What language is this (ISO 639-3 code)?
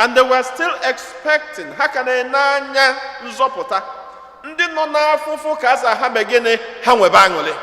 ibo